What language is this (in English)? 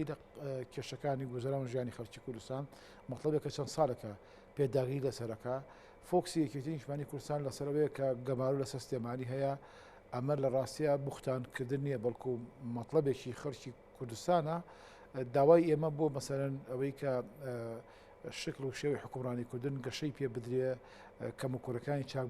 Central Kurdish